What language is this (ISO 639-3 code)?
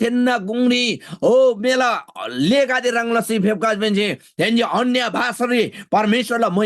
taj